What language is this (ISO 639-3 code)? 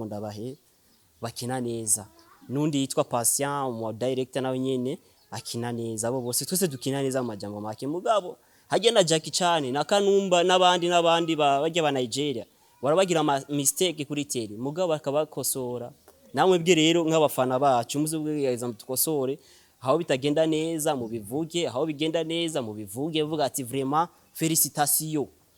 run